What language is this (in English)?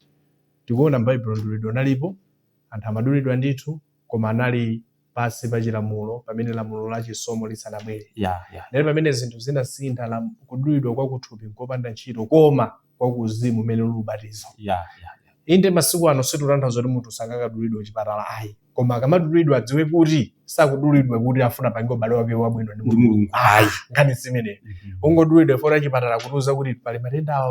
Nyanja